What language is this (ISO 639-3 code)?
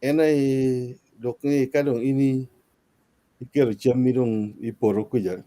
ach